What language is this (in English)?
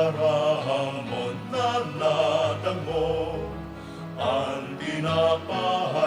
Bikol